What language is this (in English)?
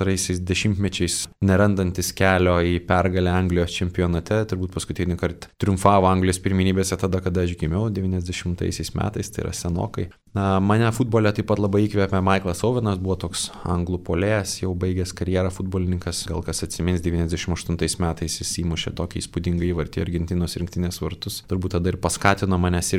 Lithuanian